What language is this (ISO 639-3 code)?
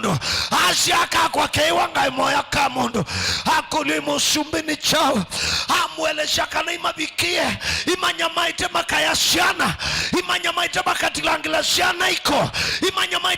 kam